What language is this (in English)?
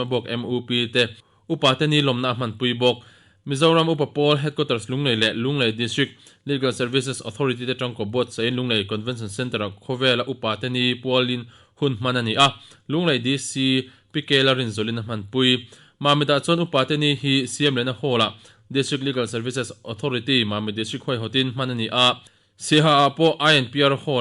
Mizo